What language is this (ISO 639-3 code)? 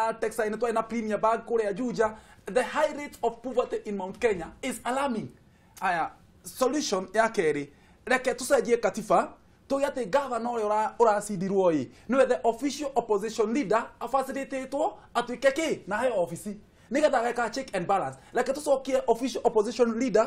kik